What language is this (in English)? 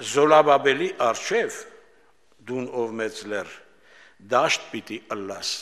Armenian